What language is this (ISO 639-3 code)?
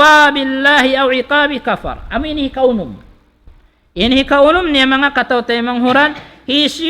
tsg